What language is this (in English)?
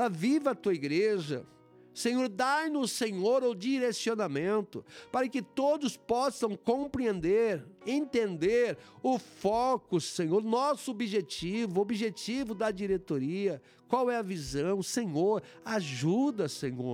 Portuguese